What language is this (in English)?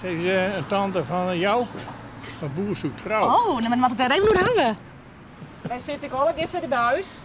Western Frisian